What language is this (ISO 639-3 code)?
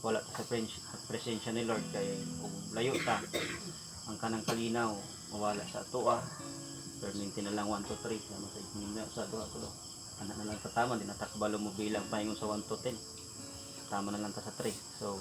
ceb